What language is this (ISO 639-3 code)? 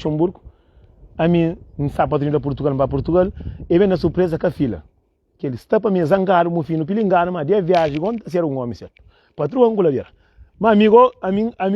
kea